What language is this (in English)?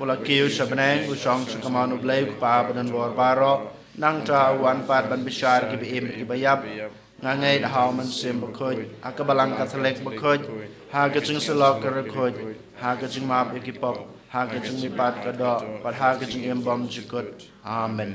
Khasi